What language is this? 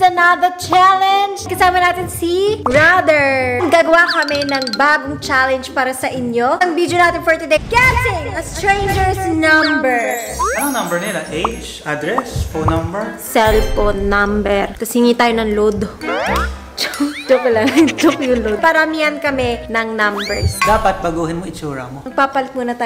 Filipino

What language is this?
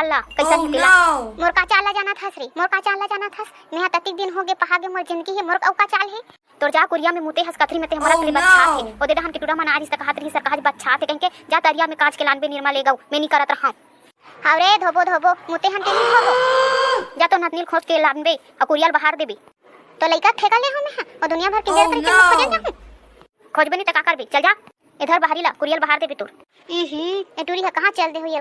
Chhattisgarhi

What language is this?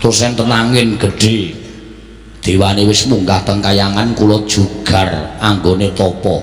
Javanese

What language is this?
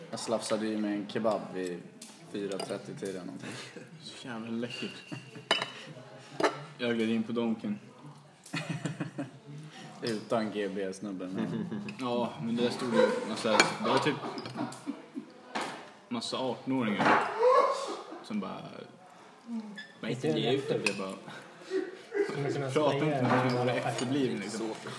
Swedish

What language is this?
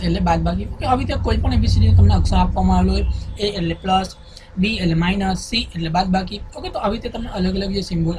Gujarati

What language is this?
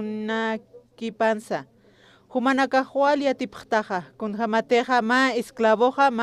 Aymara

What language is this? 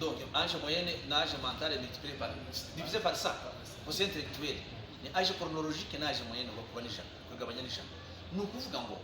Kinyarwanda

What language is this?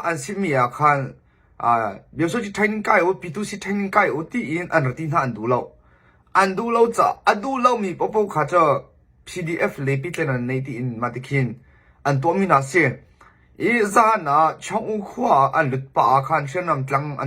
Hakha Chin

